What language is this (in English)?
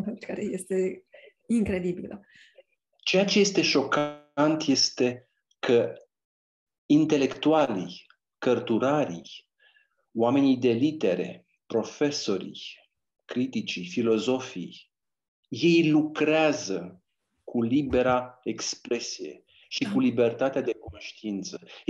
Romanian